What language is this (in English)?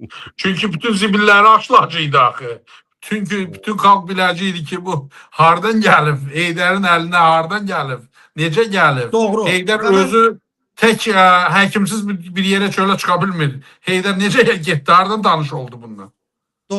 Azerbaijani